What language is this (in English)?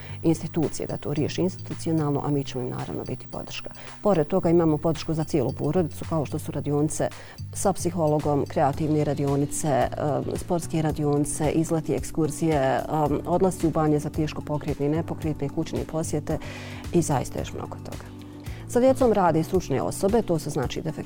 Bosnian